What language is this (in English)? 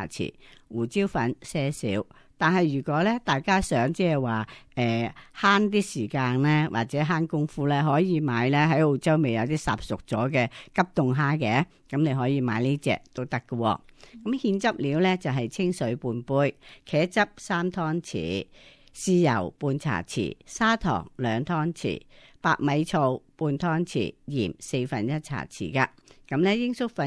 Cantonese